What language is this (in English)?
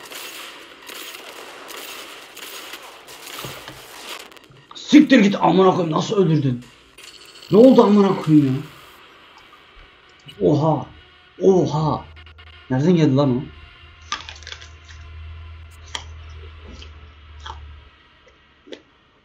Turkish